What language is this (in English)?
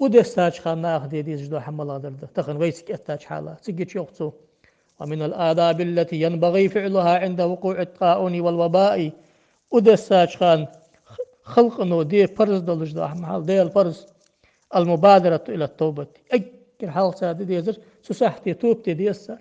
Ingush